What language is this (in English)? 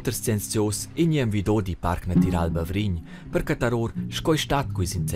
Romansh